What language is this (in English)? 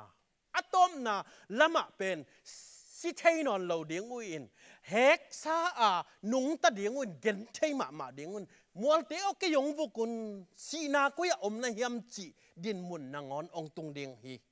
Tedim Chin